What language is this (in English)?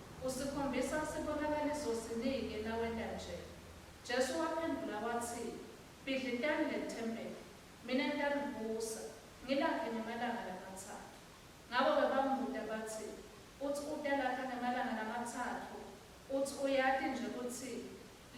Swati